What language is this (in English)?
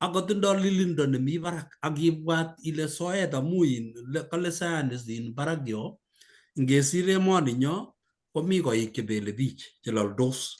Kalenjin